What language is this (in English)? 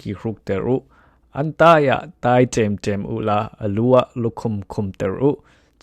Falam Chin